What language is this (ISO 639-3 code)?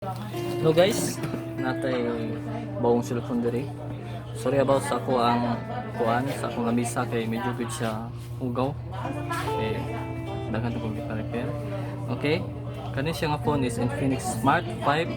ceb